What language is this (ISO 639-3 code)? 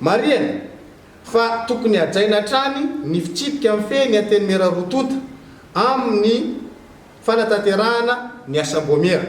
mlg